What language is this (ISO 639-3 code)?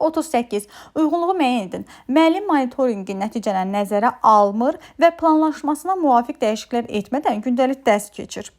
aze